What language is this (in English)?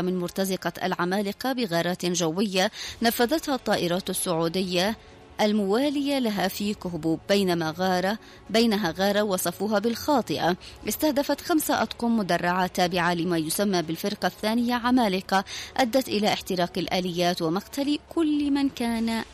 Arabic